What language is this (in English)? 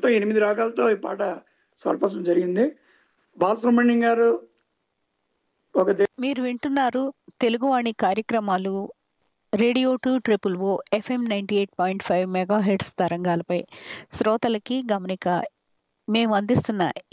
Telugu